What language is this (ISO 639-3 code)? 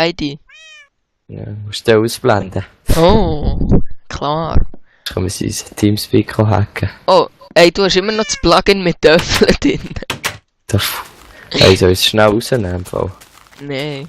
gsw